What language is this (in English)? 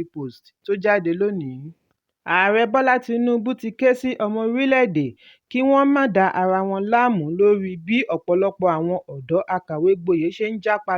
Yoruba